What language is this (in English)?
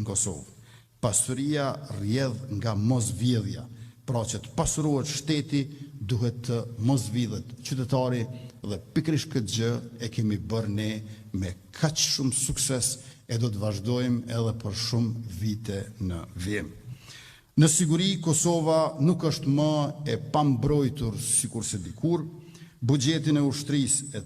Albanian